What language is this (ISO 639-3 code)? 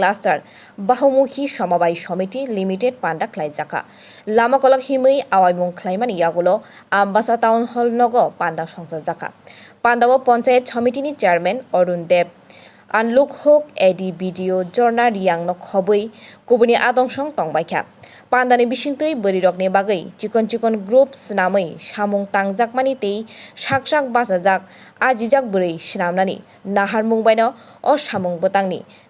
trp